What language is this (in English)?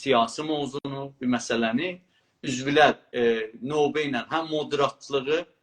South Azerbaijani